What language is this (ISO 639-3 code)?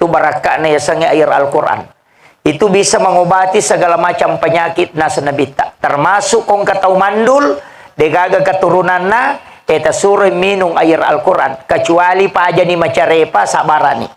bug